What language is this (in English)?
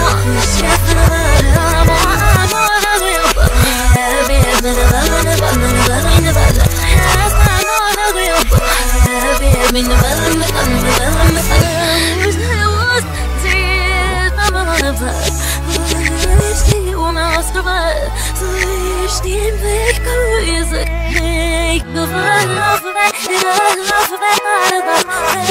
English